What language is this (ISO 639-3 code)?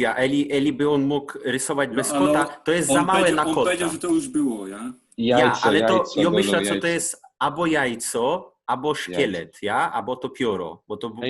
szl